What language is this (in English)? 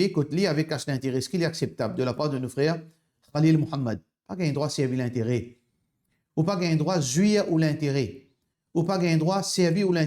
Morisyen